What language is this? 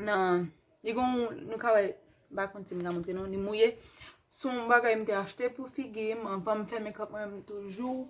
Haitian Creole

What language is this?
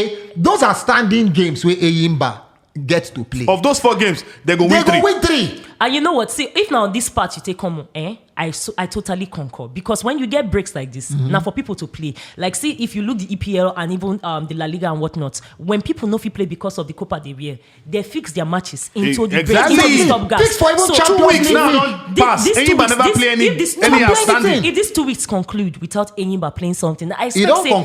Nigerian Pidgin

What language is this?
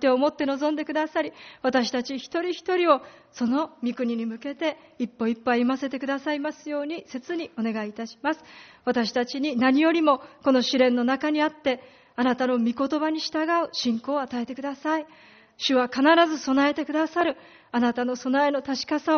Japanese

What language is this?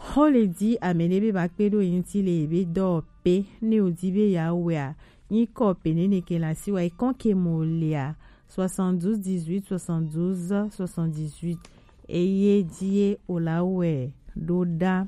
Gen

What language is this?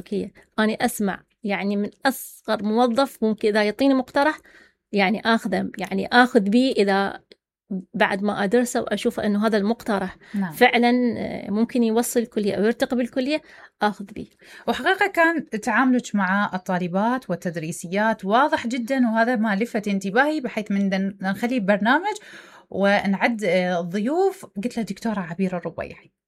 Mesopotamian Arabic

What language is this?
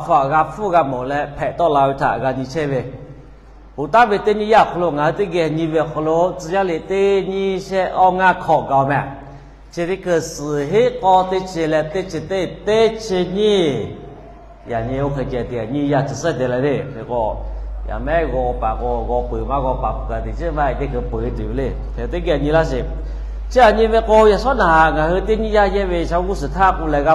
Lahu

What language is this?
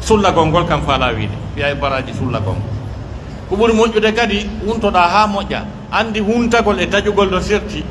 Pular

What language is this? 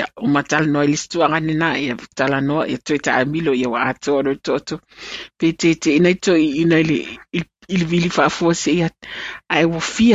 Samoan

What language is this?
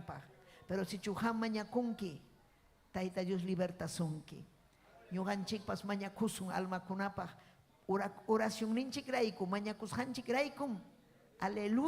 Ayacucho Quechua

